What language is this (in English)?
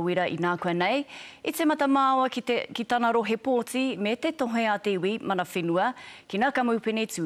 Māori